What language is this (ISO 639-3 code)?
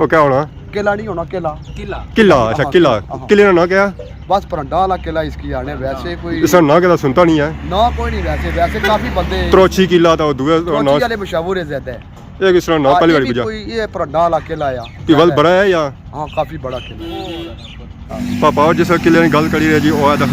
phr